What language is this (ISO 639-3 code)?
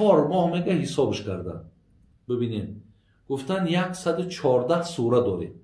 tgk